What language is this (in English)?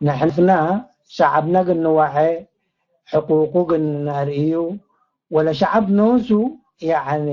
Tigre